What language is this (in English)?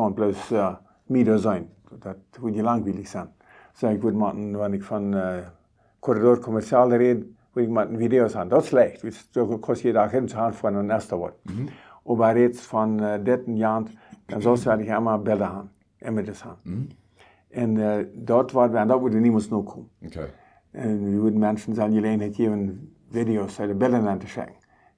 Plautdietsch